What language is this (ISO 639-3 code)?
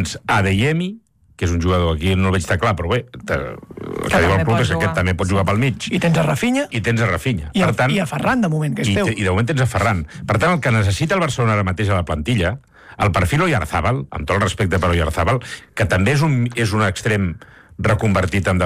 cat